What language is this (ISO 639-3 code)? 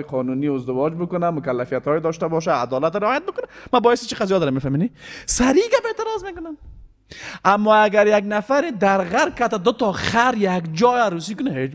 fas